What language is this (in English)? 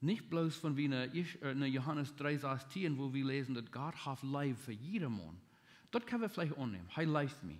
Plautdietsch